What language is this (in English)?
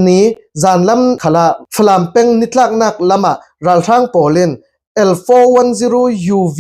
Falam Chin